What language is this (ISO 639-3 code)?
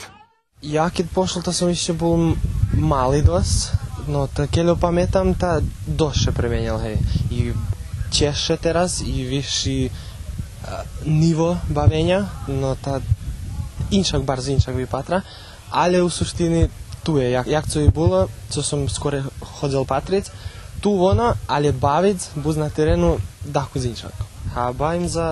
rue